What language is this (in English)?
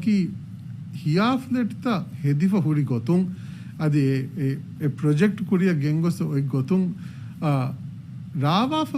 Divehi